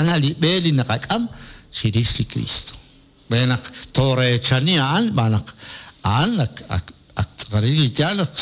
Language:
Kekchí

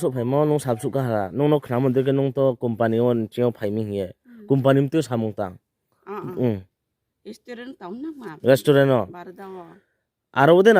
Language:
Riang (India)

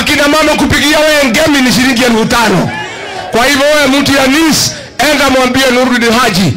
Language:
Swahili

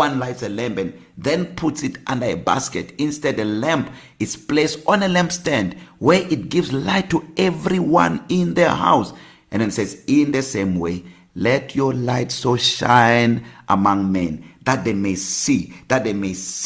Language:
English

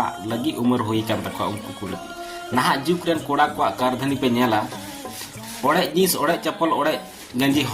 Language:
Santali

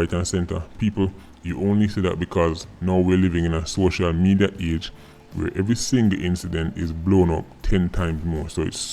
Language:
Jamaican Creole English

